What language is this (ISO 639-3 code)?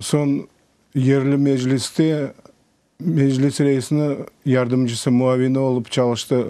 crh